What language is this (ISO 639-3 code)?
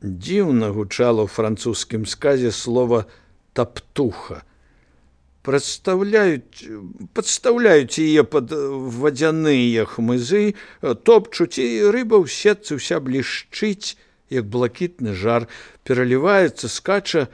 bel